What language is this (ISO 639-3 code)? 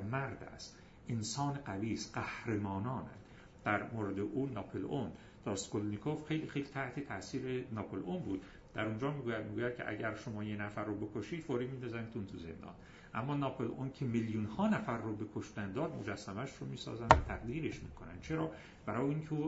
fas